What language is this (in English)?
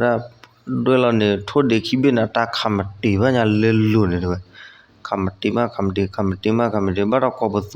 S'gaw Karen